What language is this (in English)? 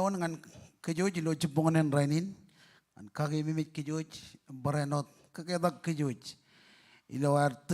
Marshallese